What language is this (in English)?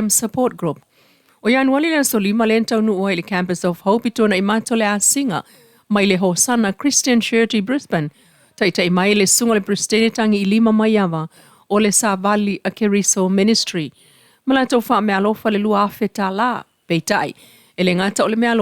Samoan